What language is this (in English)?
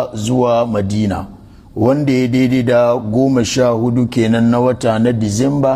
Hausa